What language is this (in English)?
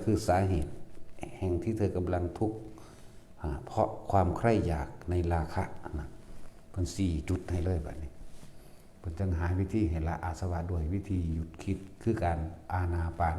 Northeastern Thai